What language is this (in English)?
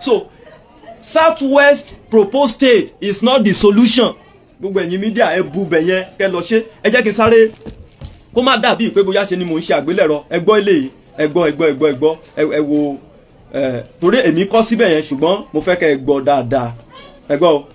Yoruba